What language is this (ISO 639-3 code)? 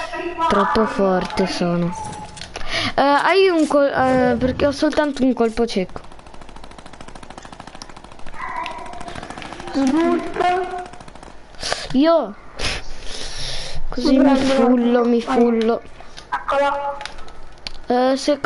ita